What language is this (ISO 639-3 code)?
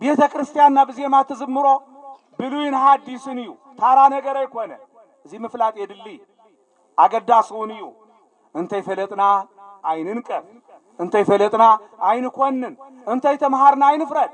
tir